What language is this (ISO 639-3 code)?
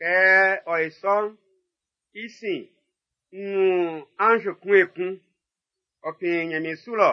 bci